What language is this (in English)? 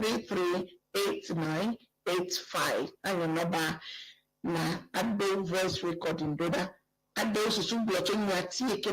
Ewe